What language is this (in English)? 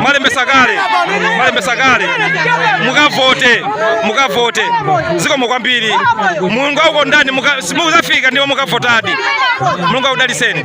Nyanja